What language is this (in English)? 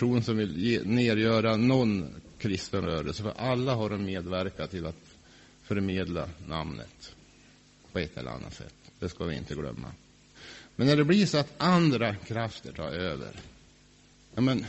Swedish